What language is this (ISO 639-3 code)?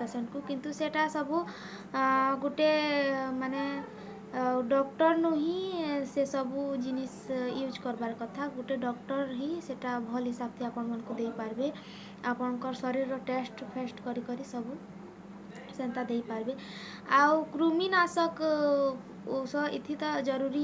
ori